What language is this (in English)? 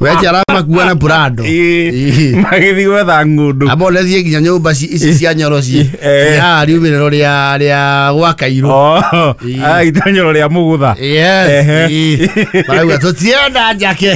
Kikuyu